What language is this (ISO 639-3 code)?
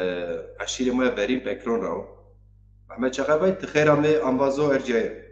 zza